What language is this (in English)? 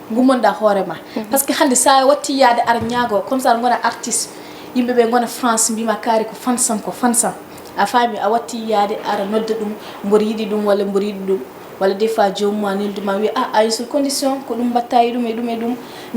Fula